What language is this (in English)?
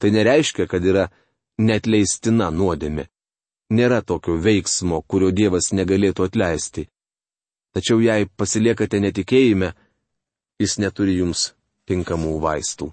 Lithuanian